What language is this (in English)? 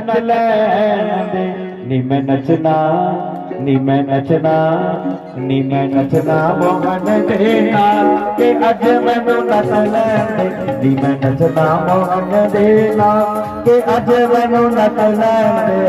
Dogri